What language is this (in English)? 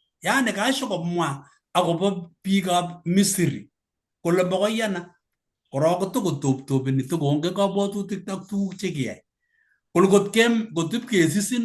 Kalenjin